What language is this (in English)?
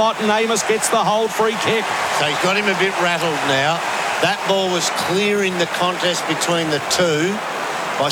English